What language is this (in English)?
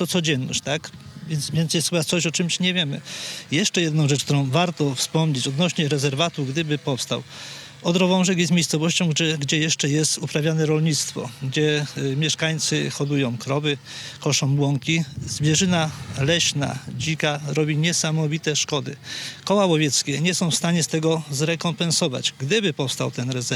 Polish